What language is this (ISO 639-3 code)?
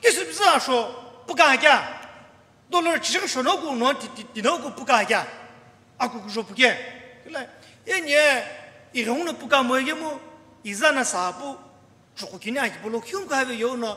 nsm